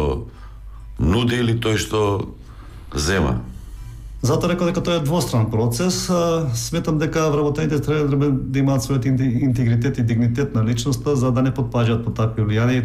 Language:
Macedonian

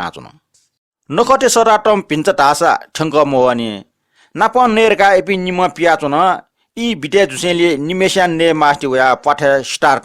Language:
Newari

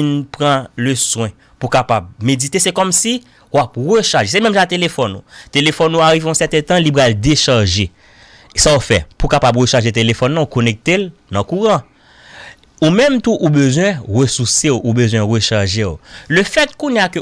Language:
Haitian Creole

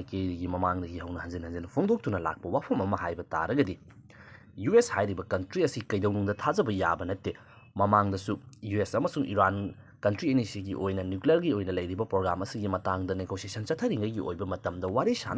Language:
Manipuri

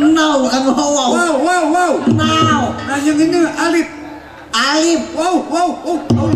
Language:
Betawi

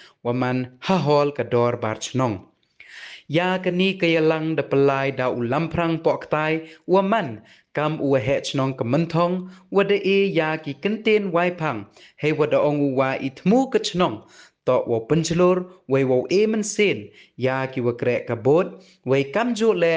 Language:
Pnar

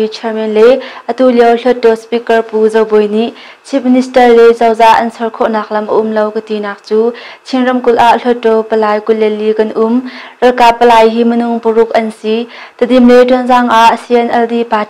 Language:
Hakha Chin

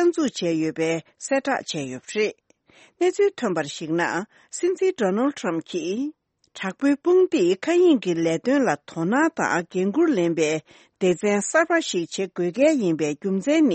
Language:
Tibetan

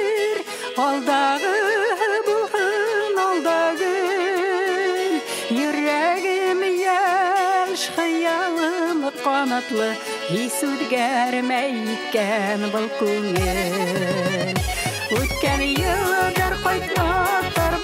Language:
Bashkir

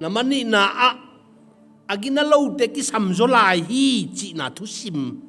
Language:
Tedim Chin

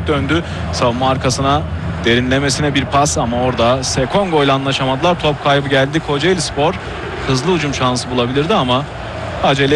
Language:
Turkish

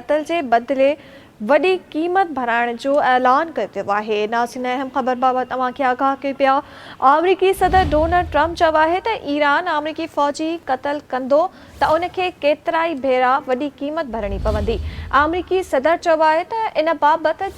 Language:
Sindhi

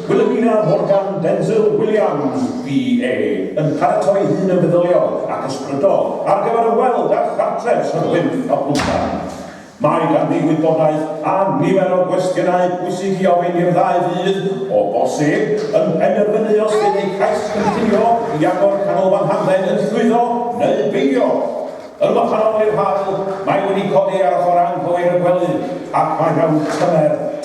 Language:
Welsh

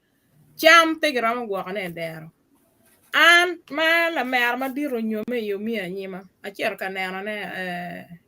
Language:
Acoli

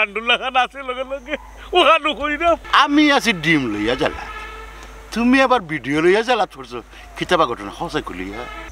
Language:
Sylheti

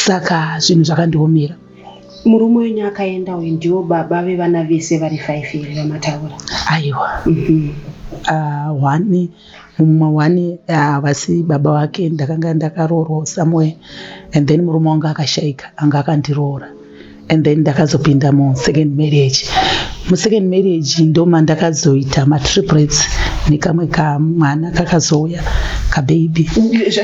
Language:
Shona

